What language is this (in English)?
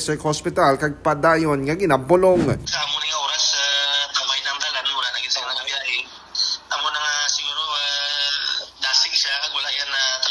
Hiligaynon